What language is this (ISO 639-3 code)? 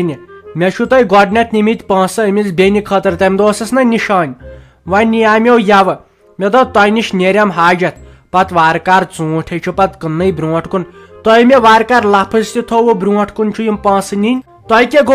kas